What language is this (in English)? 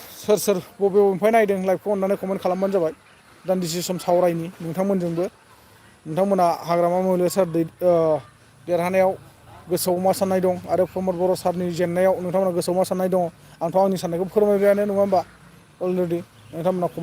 Bodo